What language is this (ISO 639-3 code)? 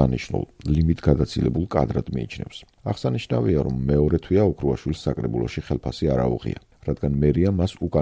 kat